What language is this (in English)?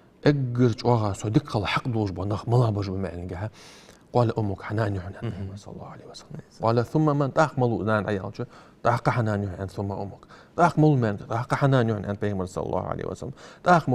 Ingush